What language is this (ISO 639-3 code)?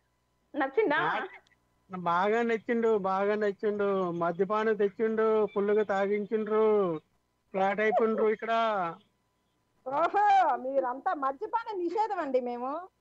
tel